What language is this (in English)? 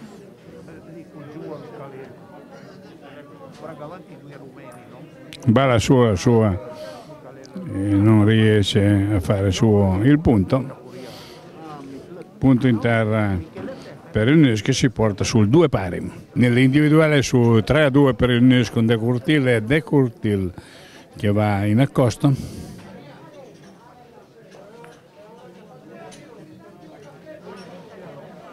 Italian